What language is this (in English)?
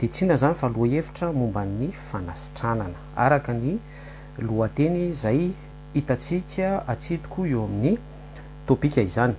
Malagasy